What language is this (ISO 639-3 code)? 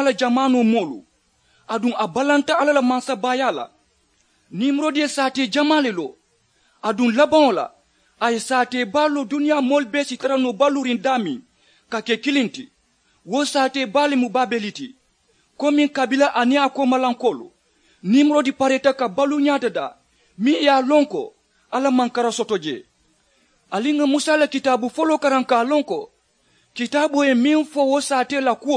man